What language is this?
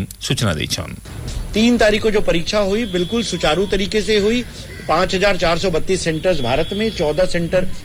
Odia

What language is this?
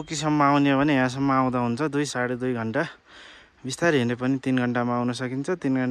Nepali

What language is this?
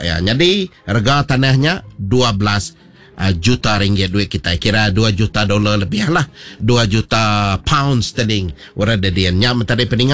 Iban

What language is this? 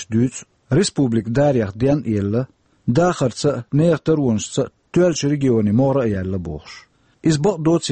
Chechen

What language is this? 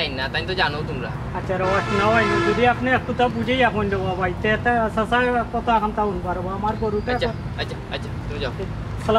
Sylheti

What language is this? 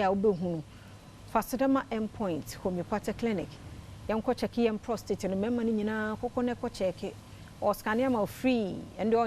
Akan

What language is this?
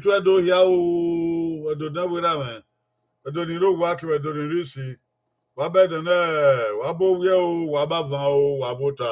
Bini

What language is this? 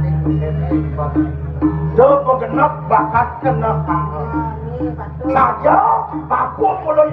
Balinese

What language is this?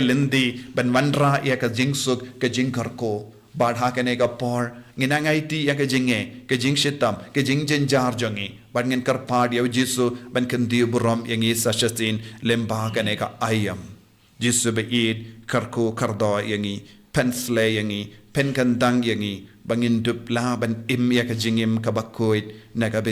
Khasi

